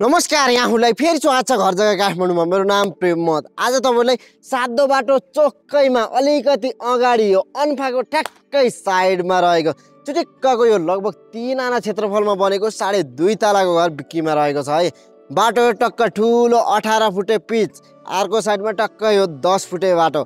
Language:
Nepali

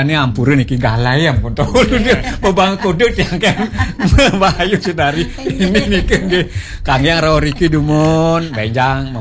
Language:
Balinese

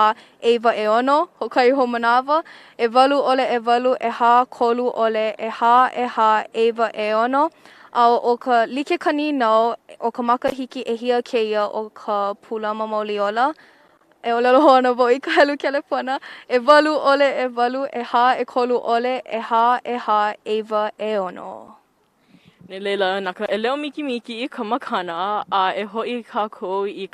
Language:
Hawaiian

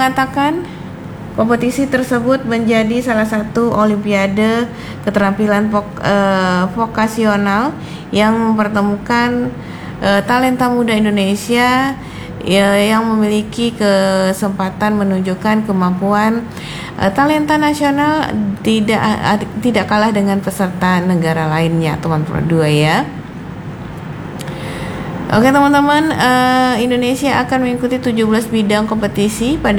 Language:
Indonesian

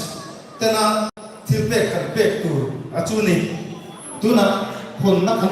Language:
Mizo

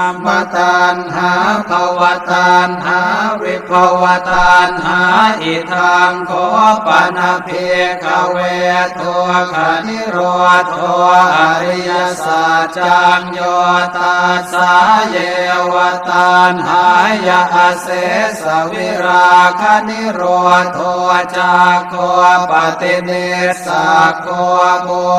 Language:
Pali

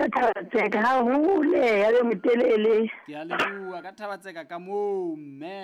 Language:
Southern Sotho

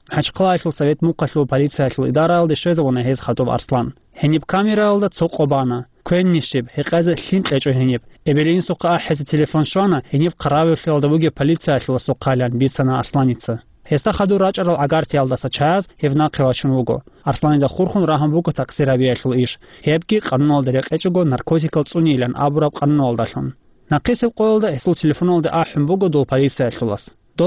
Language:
Avaric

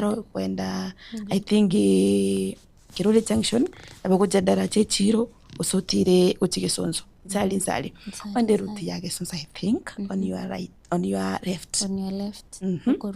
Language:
Gusii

